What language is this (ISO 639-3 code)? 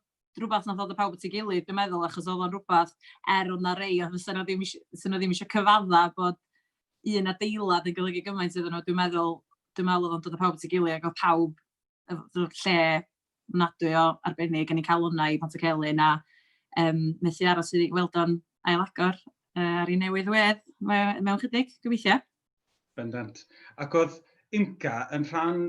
cym